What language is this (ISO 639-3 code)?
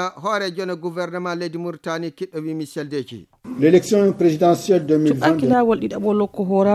ful